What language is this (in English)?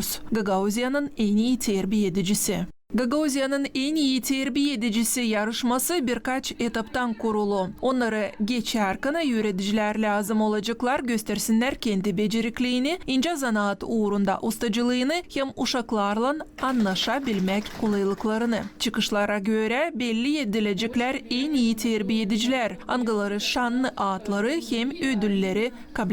Gagauz